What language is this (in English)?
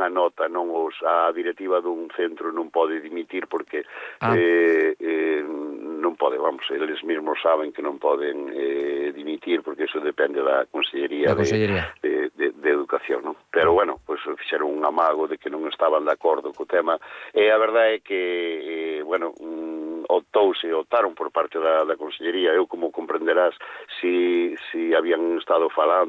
Galician